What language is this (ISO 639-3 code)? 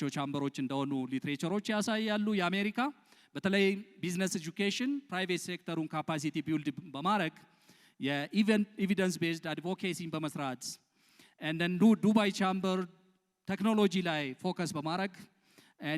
amh